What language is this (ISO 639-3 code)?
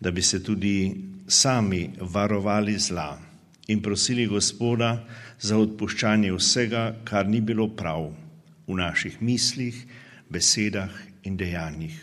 slv